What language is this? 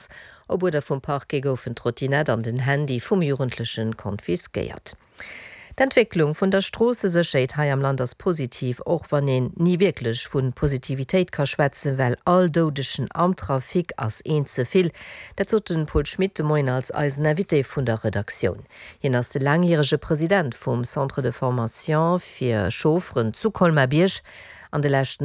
Luxembourgish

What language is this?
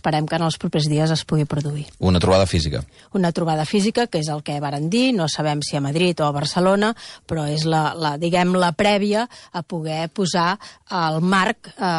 Catalan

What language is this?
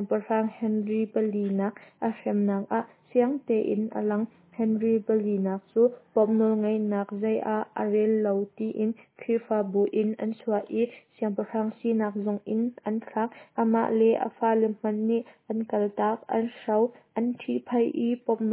Hakha Chin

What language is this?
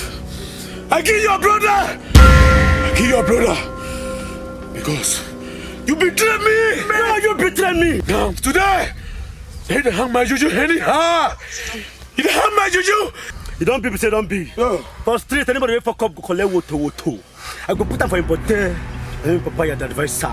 Nigerian Pidgin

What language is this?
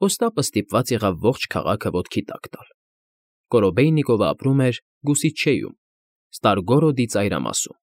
Armenian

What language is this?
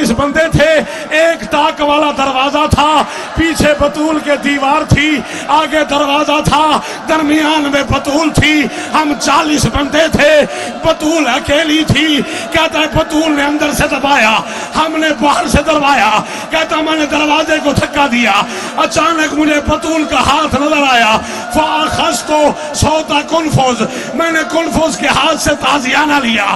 Urdu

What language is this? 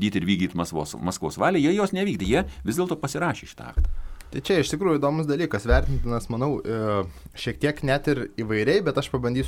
Lithuanian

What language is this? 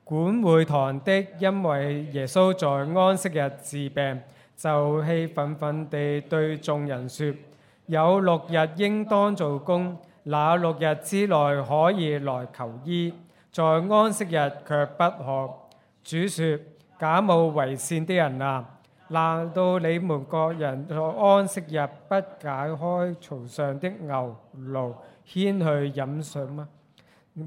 Cantonese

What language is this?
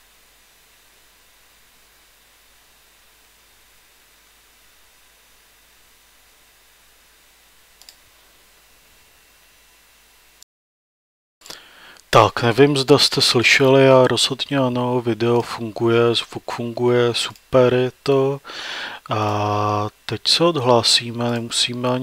Czech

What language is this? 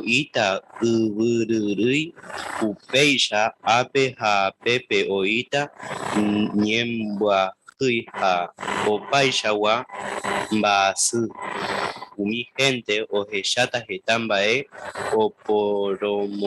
Guarani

